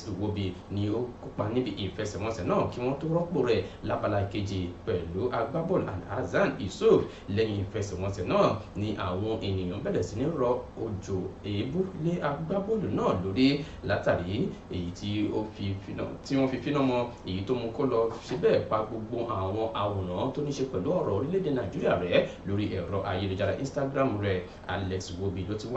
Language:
Yoruba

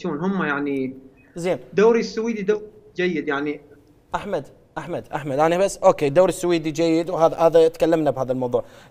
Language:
Mesopotamian Arabic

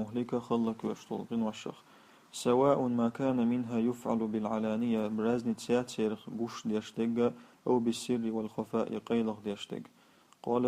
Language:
Chechen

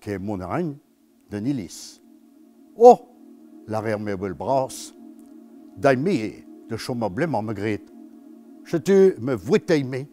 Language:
Breton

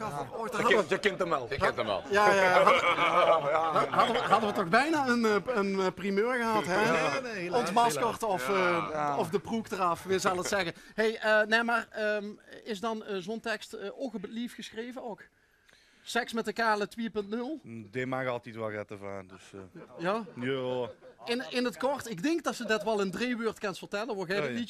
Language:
Limburgish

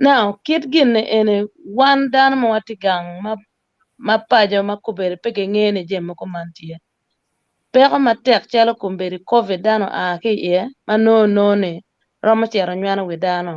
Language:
Acoli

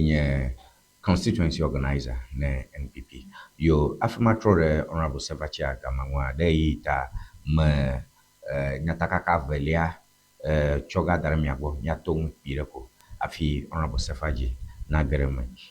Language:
Ewe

